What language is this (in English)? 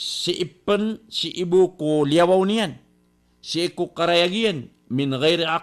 Maranao